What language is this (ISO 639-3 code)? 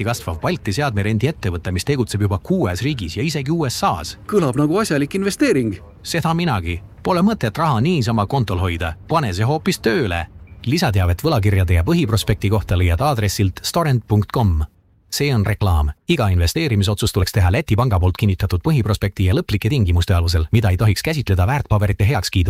est